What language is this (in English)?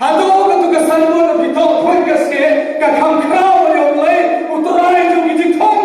Khasi